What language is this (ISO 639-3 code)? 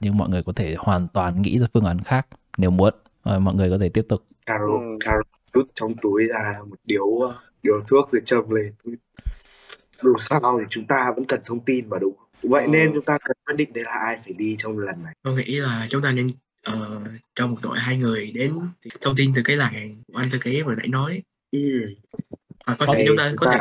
vie